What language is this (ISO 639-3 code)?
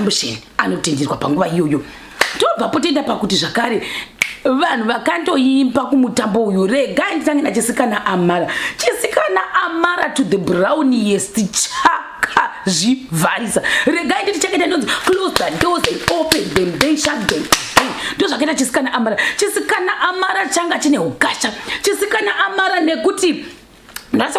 sna